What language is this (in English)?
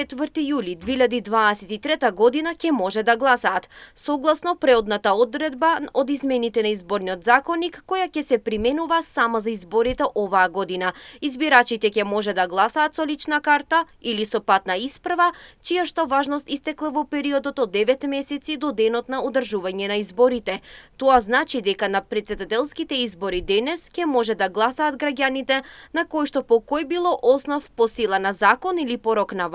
Macedonian